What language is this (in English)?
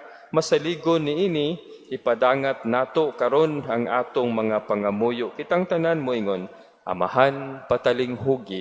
Cebuano